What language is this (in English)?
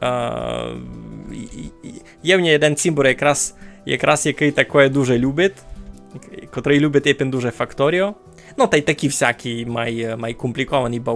Rusyn